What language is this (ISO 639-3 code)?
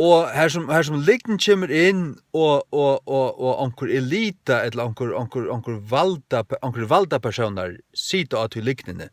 fao